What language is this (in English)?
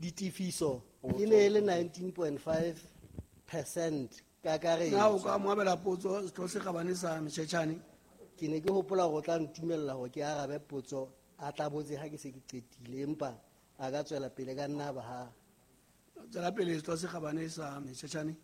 Southern Sotho